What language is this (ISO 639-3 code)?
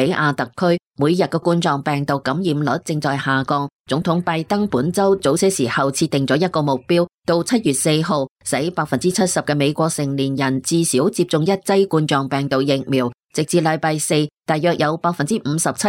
yue